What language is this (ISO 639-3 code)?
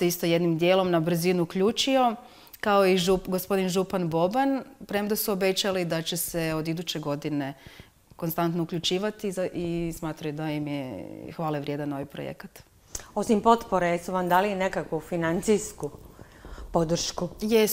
hrv